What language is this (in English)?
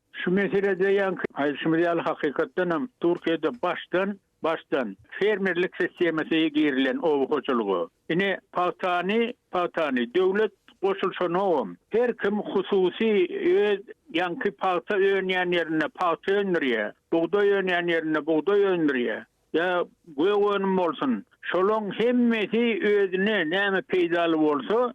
Turkmen